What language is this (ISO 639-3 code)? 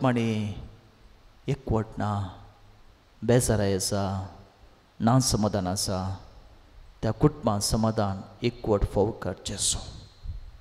kok